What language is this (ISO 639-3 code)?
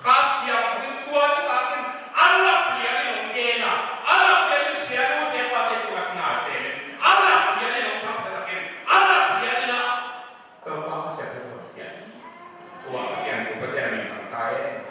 ctd